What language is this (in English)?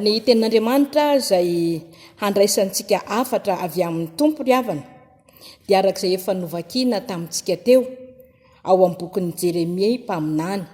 Malagasy